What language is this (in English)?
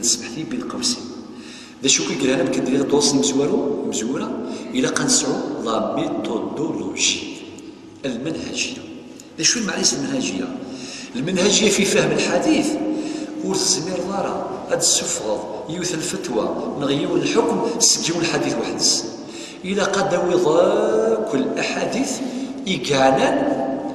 Kabyle